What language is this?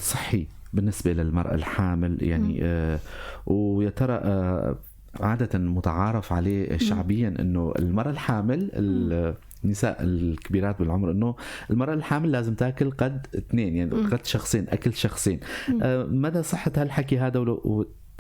North Levantine Arabic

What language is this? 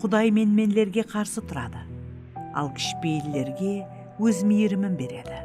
Kara-Kalpak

